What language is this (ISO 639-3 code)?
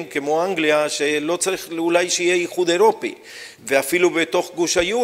heb